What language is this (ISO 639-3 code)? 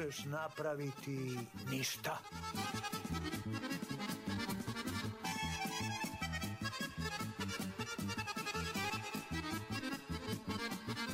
srp